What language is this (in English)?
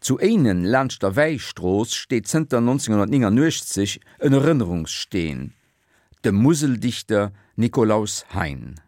Luxembourgish